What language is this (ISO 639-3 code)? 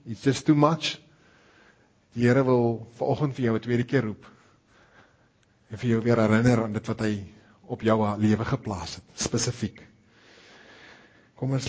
afr